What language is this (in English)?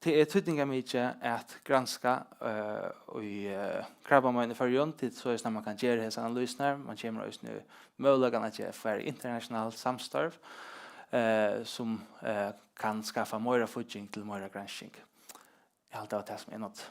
Faroese